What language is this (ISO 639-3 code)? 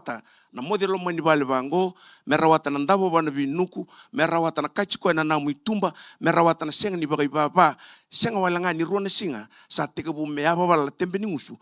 fij